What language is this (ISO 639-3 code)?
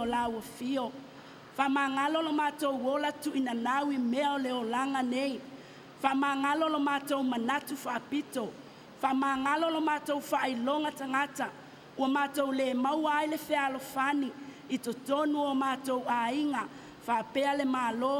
smo